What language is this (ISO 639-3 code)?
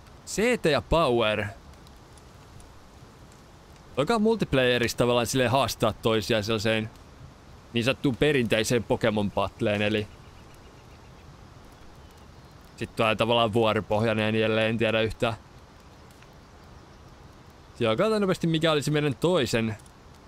fin